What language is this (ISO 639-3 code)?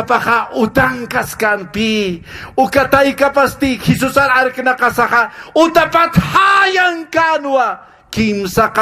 aym